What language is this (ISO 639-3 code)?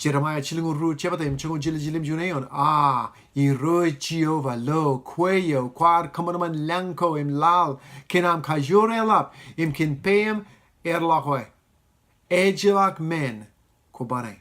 mah